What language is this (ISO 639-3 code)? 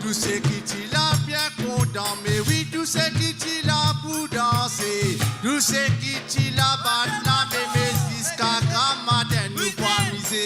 mfe